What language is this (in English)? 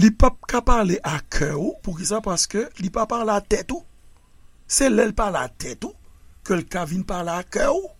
Haitian Creole